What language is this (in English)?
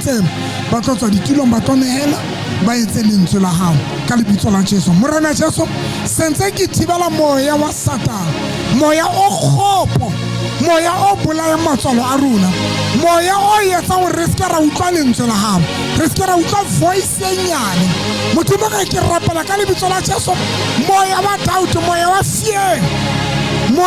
Southern Sotho